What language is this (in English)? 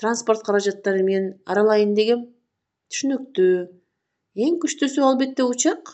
Kyrgyz